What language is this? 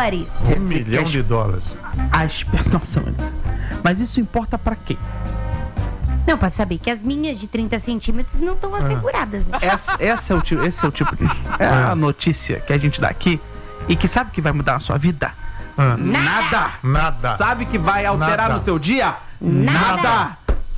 Portuguese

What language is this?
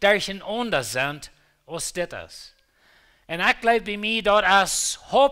Plautdietsch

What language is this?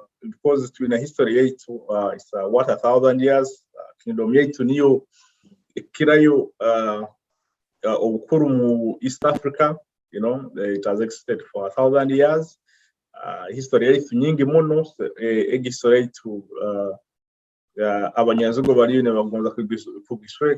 Nyoro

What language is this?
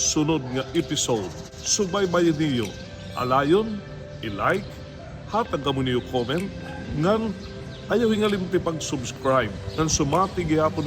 Waray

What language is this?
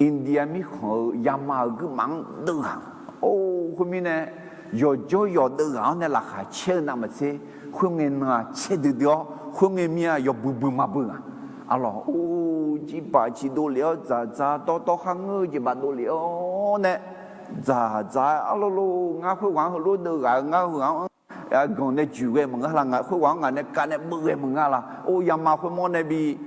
Akha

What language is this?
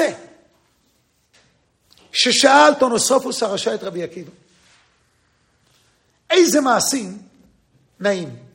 Hebrew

